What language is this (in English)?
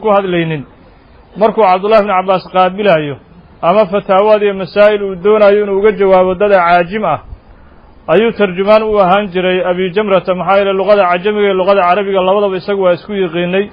Somali